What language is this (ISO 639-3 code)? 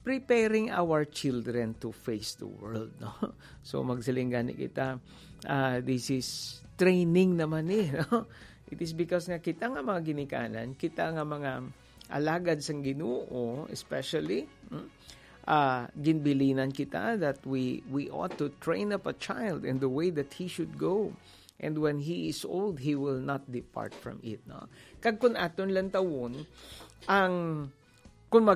hil